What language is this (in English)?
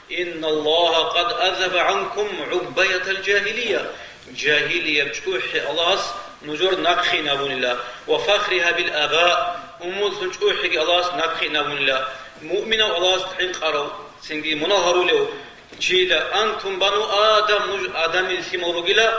Avaric